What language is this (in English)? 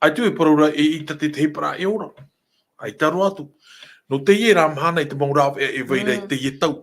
Tahitian